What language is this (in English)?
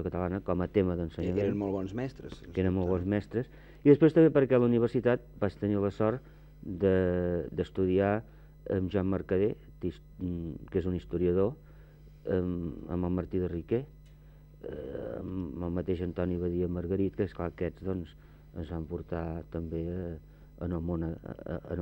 Catalan